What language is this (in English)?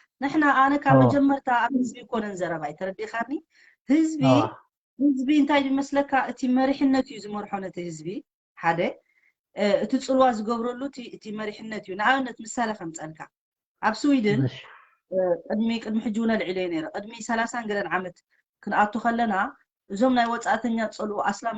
Tigrinya